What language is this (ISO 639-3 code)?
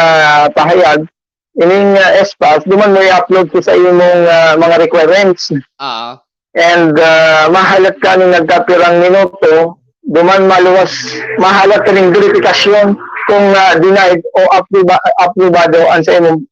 bik